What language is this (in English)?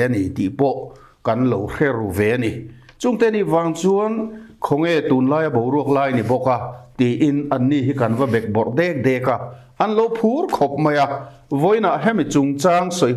Mizo